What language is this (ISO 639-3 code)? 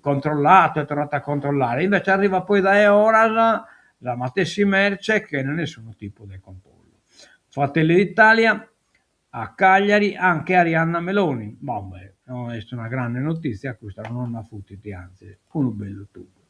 srd